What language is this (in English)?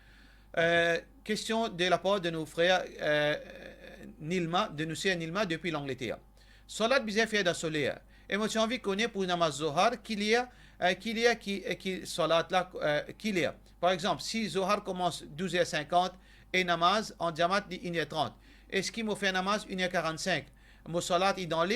Morisyen